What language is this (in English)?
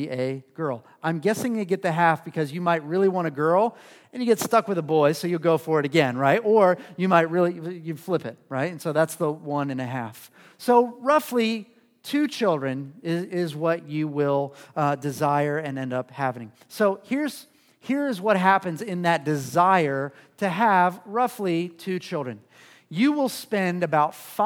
English